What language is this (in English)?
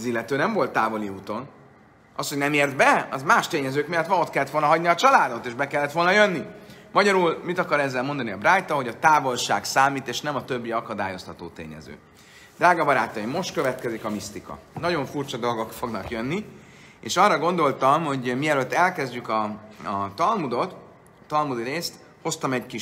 Hungarian